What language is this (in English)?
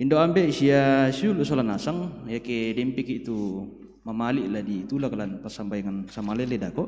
Toraja-Sa'dan